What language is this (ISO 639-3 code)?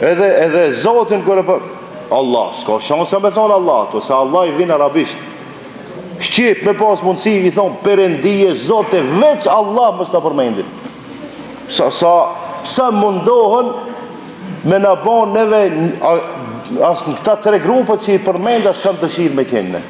sqi